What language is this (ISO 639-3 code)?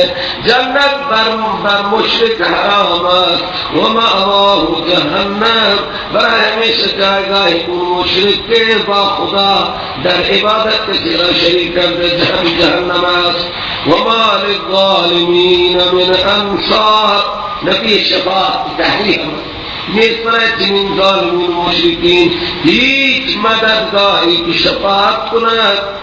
fas